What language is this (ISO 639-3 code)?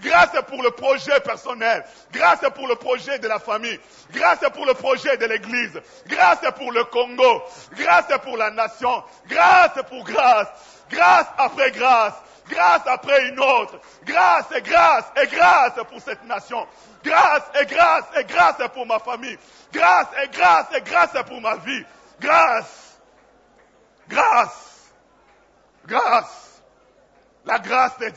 fra